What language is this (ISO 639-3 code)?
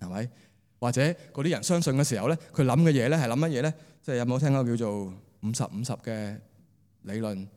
yue